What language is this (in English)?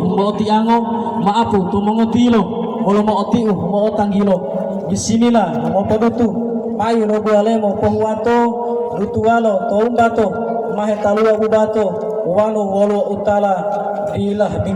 Gorontalo